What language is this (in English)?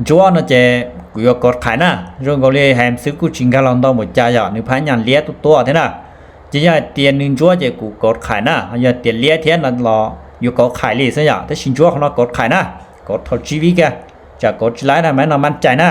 Hmong